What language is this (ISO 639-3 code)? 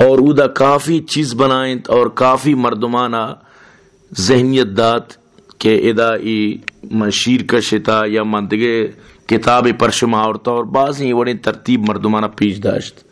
bal